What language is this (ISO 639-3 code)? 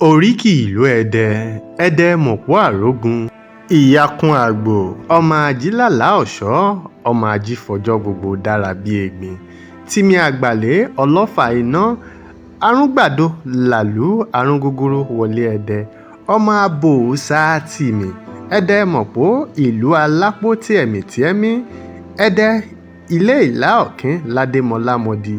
yor